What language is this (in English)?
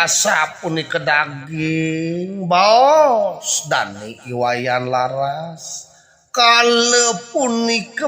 Balinese